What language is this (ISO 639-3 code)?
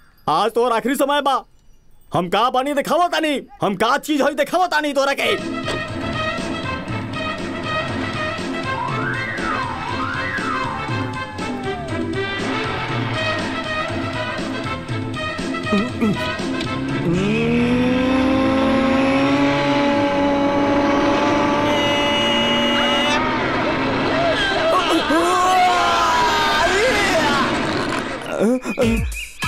bho